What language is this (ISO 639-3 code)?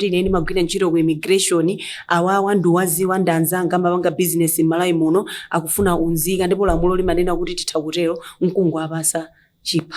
nya